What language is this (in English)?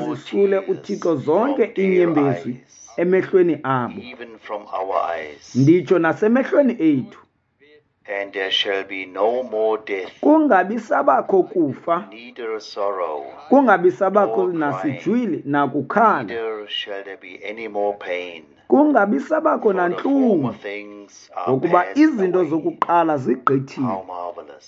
Xhosa